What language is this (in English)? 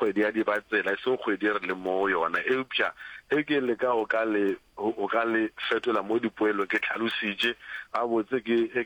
Northern Sotho